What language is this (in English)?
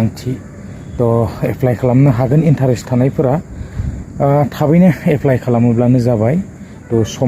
Bodo